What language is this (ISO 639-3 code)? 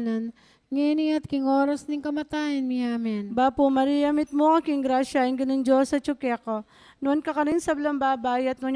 pam